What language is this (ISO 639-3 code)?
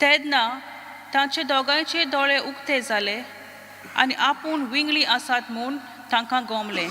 kok